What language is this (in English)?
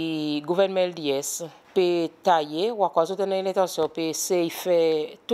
Seselwa Creole French